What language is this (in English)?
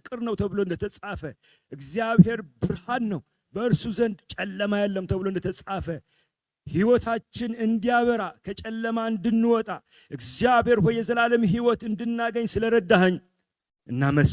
Amharic